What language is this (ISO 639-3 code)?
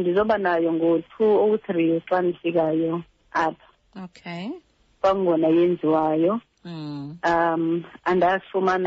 xho